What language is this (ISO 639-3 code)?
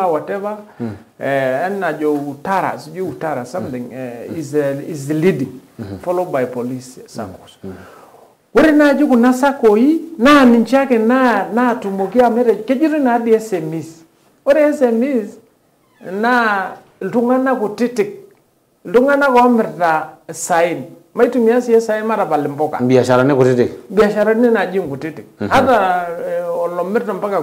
mas